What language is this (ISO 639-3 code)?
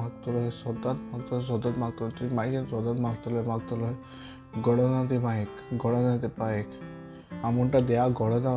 kok